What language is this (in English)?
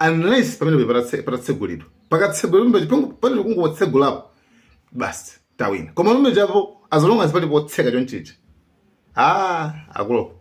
Nyanja